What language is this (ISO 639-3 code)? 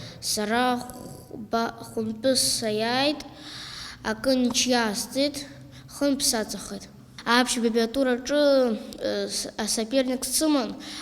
abk